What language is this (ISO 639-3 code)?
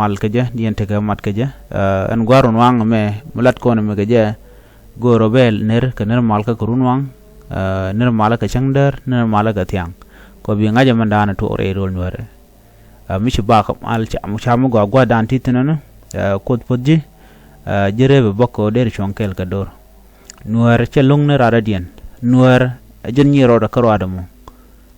nus